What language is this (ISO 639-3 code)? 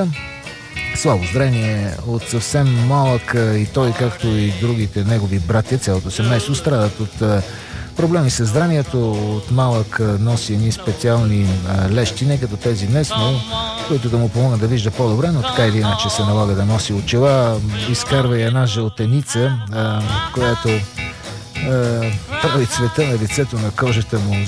bul